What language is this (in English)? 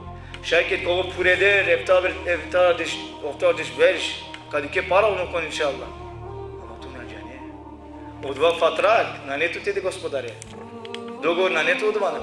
Balkan Romani